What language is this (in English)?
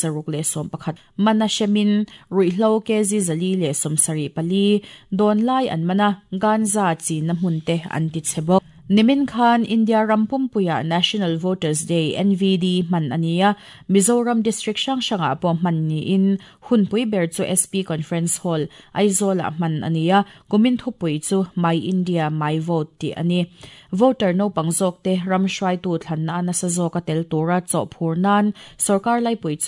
Mizo